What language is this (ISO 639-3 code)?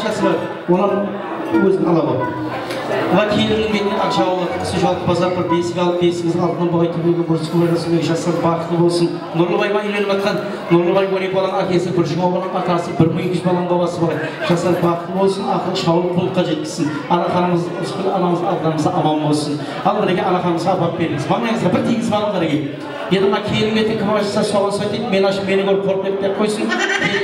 kaa